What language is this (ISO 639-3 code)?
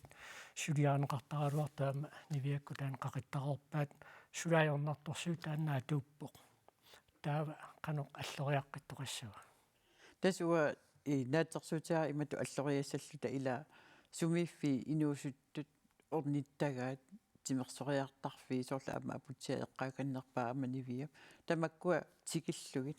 kal